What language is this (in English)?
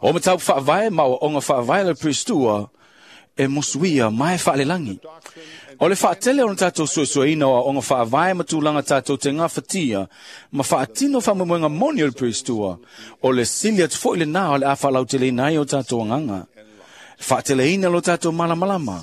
Samoan